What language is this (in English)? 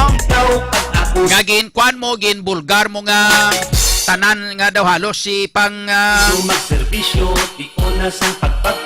Hiligaynon